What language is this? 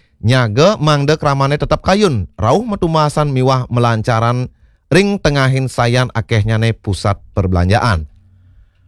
Balinese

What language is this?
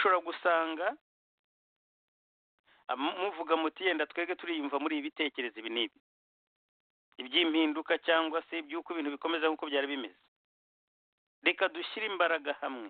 Kinyarwanda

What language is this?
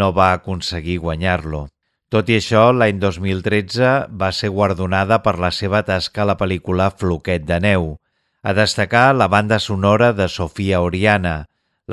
Catalan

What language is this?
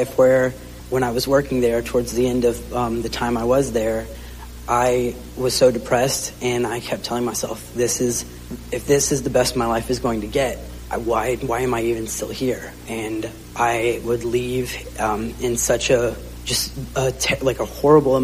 English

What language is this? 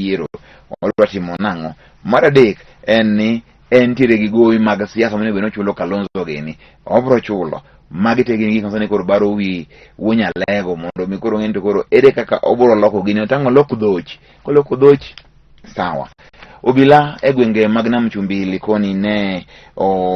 Luo (Kenya and Tanzania)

